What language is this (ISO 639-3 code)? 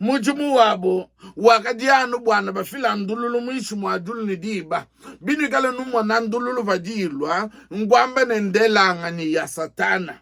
lua